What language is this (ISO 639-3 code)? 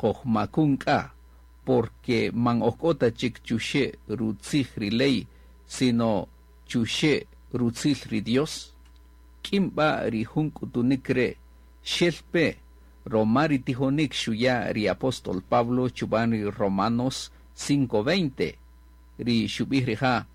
cak